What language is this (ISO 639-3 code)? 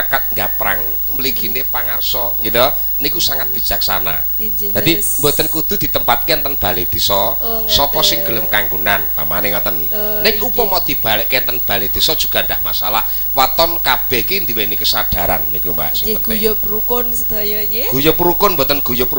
jav